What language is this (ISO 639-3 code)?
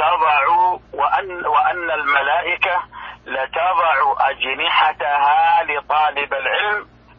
ara